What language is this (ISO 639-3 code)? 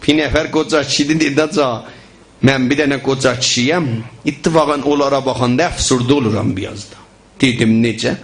azb